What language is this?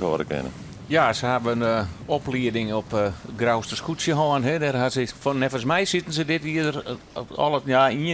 Western Frisian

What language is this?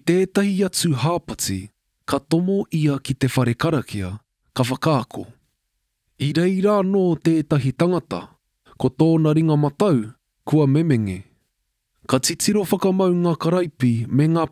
Māori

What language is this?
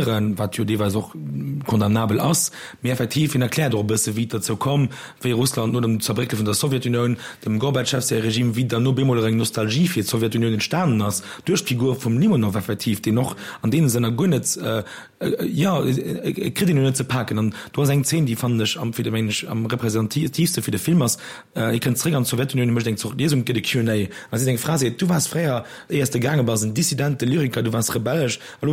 Luxembourgish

